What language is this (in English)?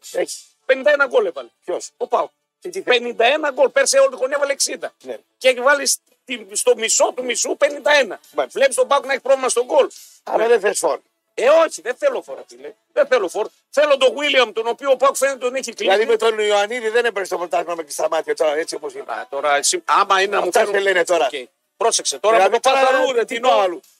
Greek